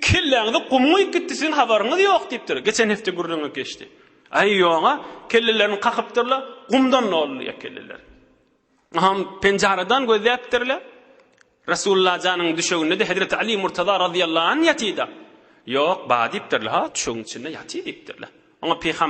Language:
Turkmen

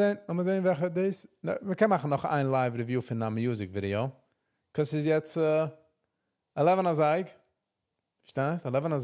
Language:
Yiddish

